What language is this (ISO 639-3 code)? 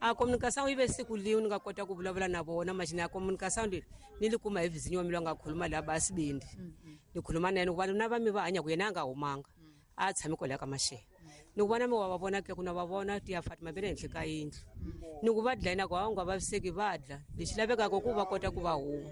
tso